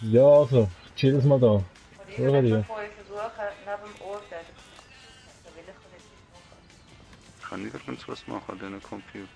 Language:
Swiss German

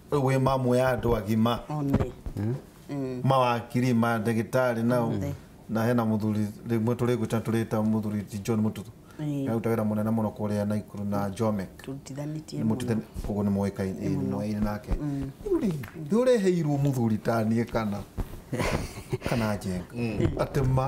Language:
Kikuyu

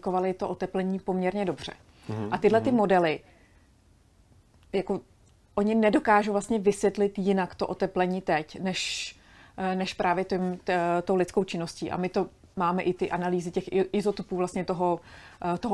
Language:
Czech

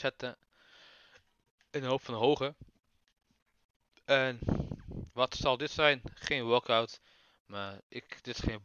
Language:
Dutch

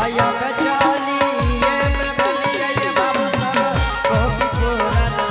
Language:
Angika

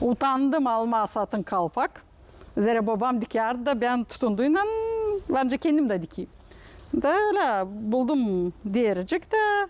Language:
Gagauz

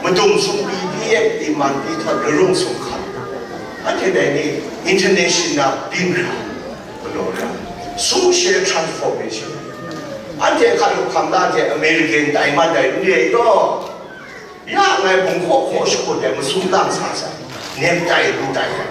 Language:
Kachin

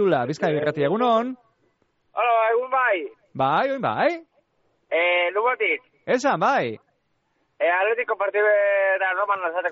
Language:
Basque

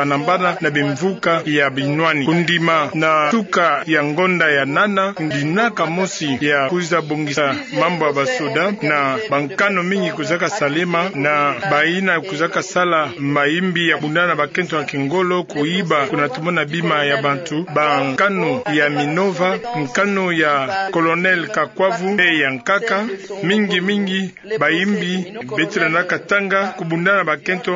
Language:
Kituba (Democratic Republic of Congo)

